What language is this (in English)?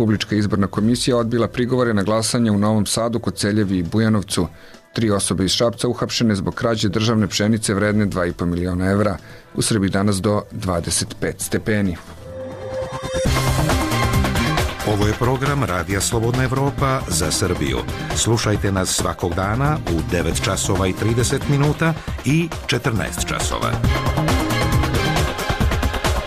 Serbian